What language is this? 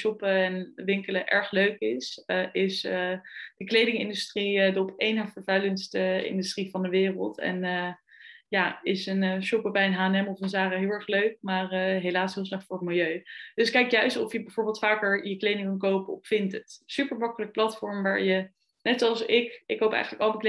Dutch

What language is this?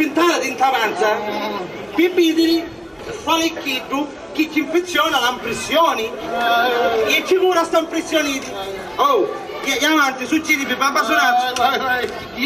Sicilian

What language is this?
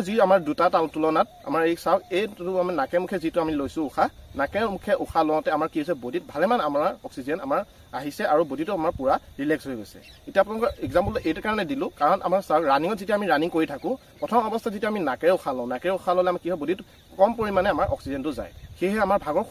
Assamese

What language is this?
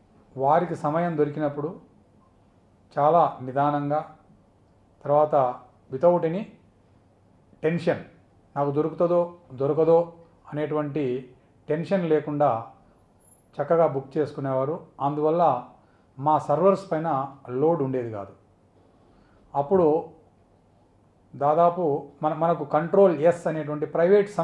Telugu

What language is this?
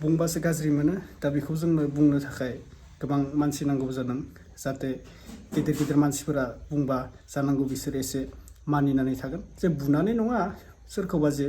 Bodo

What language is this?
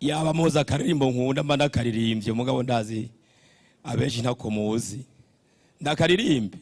Rundi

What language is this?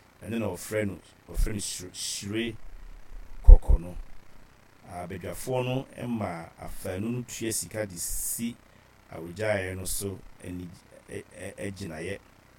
Akan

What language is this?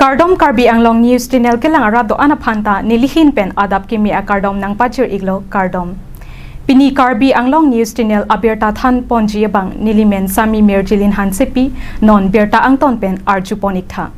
Karbi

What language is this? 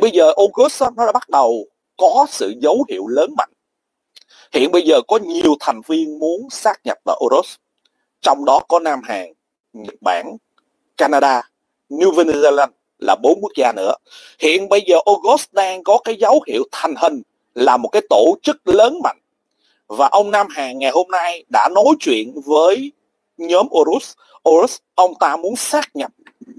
Vietnamese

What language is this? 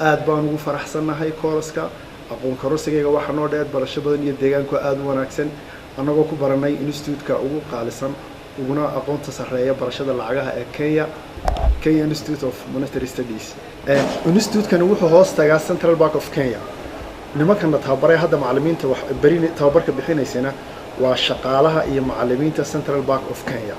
Somali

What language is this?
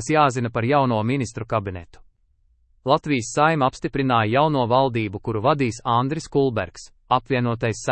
Latvian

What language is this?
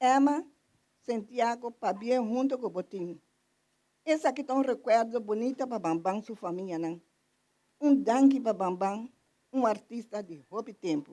Papiamento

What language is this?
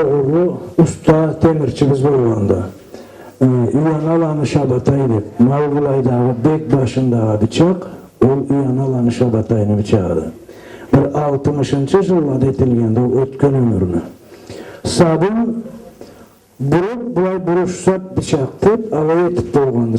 Karachay-Balkar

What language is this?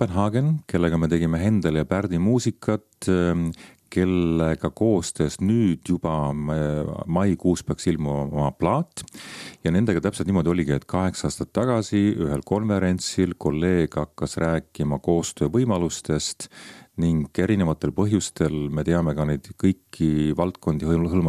Estonian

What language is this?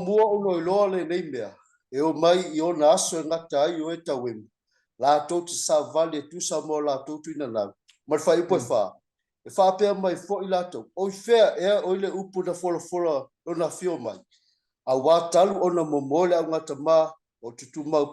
Samoan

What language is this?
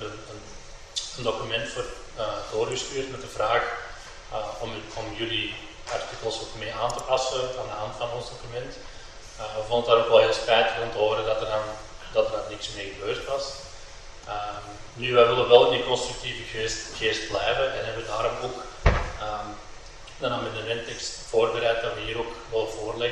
Dutch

